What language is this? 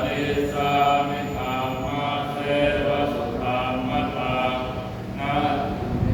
Pali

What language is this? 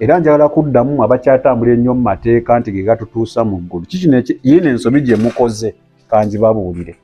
Ganda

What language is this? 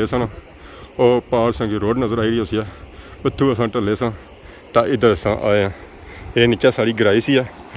Pahari-Potwari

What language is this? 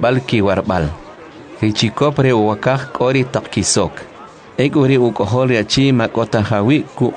Kʼicheʼ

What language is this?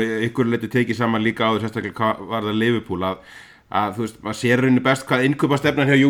Icelandic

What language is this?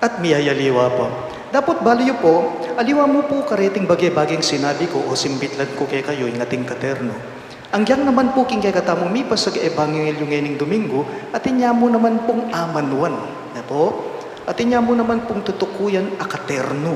Pampanga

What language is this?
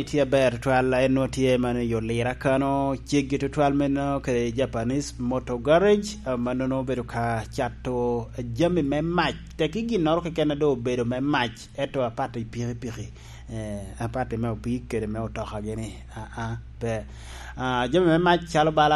Lango (Uganda)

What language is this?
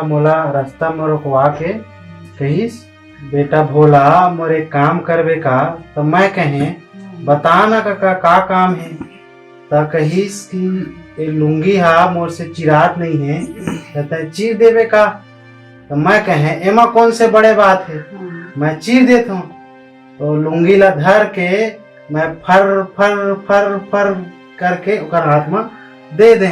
Chhattisgarhi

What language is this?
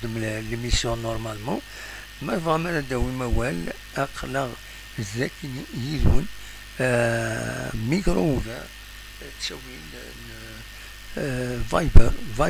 Kabyle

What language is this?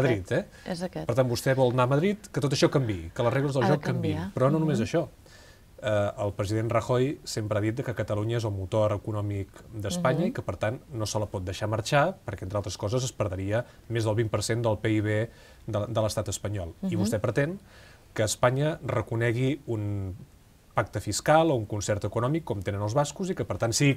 Catalan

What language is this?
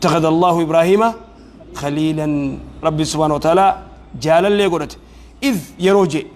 Oromo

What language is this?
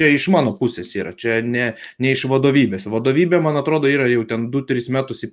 Lithuanian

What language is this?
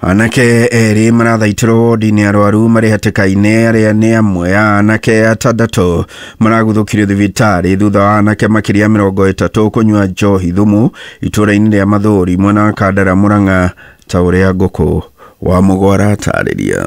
Kikuyu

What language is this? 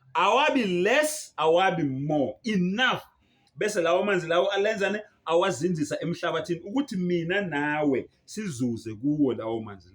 Zulu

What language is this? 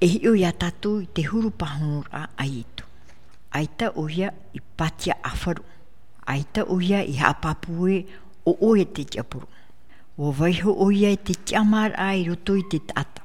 Tahitian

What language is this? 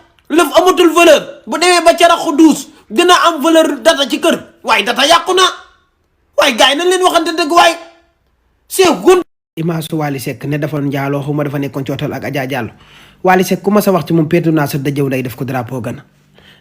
Wolof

